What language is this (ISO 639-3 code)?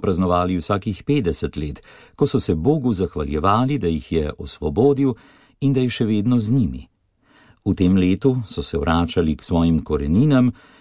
slv